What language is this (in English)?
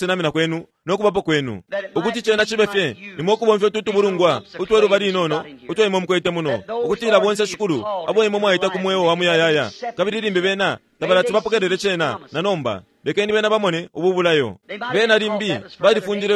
Bemba